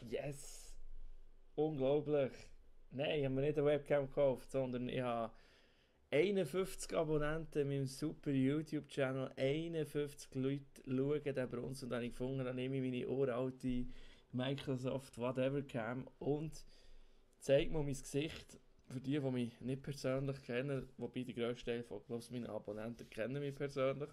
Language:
Swiss German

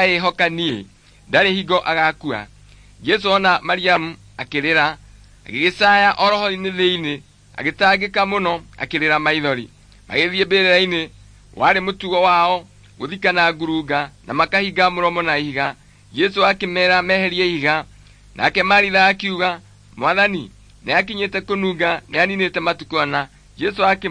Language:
Kikuyu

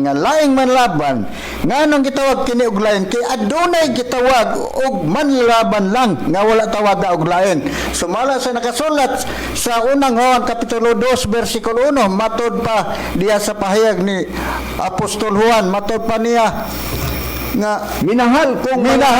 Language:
Cebuano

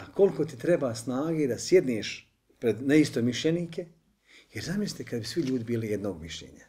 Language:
Bosnian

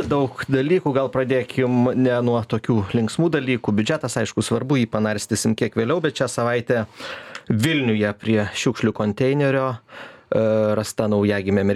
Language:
Lithuanian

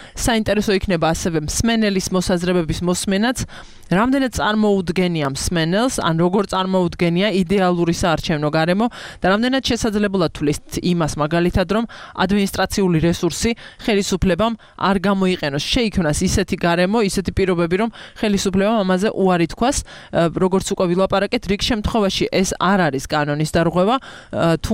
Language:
Georgian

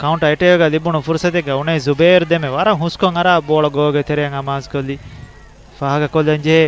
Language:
Divehi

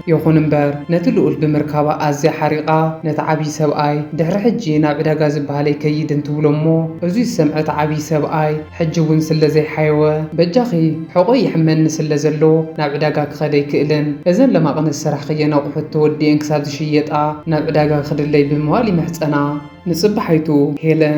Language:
Tigrinya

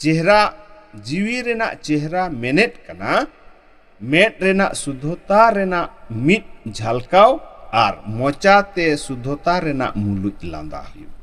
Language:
Santali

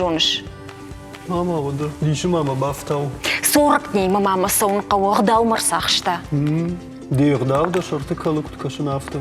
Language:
Ossetic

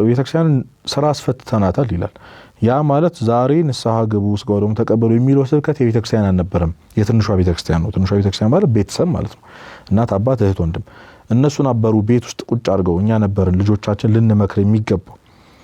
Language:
Amharic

